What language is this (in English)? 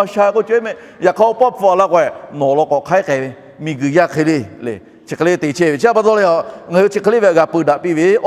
Lahu